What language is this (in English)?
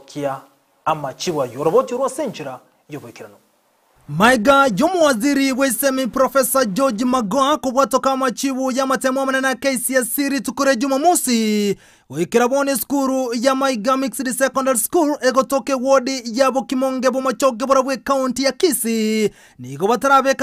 Gusii